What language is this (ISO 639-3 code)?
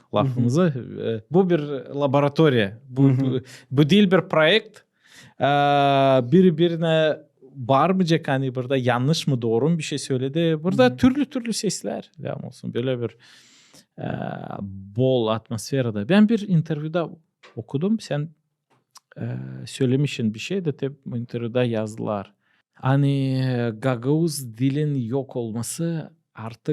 gag